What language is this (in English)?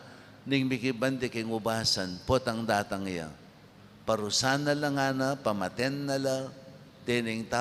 Pampanga